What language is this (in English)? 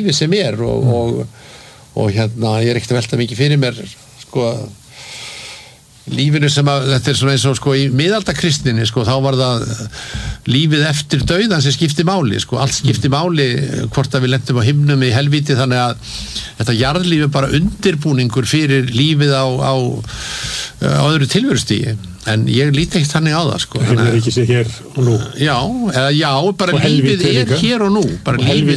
Icelandic